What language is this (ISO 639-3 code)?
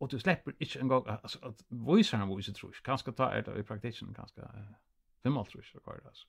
fao